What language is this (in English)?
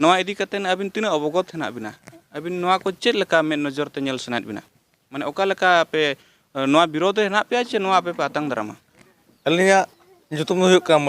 Santali